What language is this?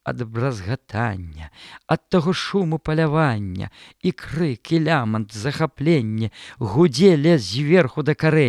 Belarusian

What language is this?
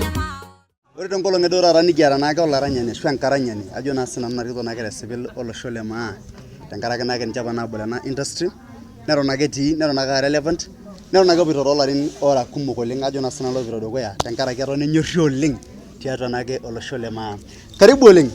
Masai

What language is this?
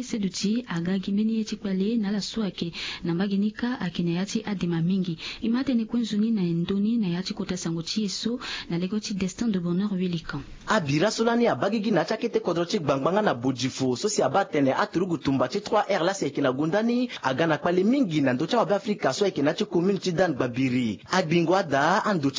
Sango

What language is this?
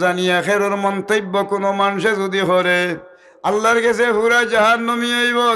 Sylheti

